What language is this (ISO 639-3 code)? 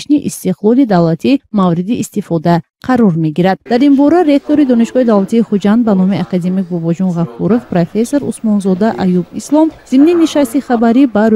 tgk